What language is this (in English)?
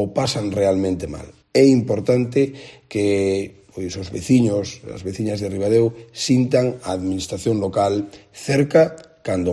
Galician